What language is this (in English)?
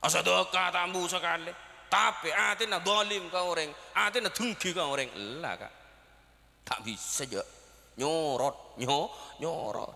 Madurese